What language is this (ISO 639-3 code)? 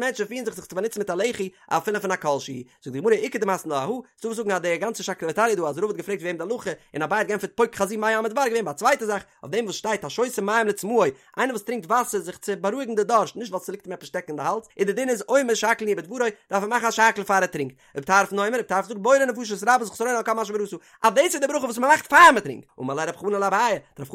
yid